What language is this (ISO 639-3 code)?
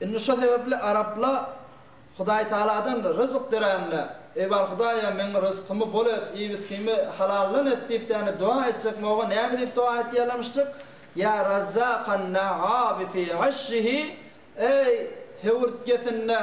tuk